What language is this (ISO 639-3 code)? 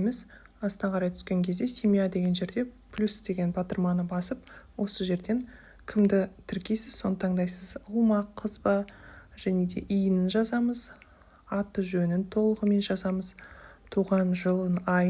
kaz